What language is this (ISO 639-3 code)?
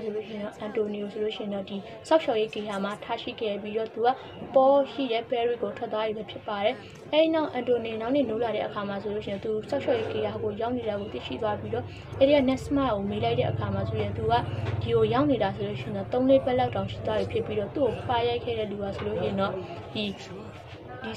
mya